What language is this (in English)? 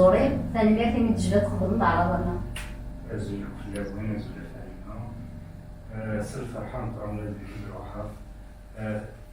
Kabyle